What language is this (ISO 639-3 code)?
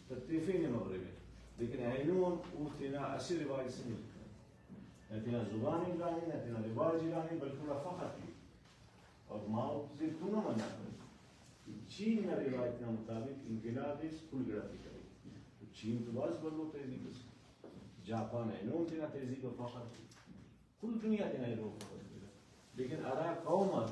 brh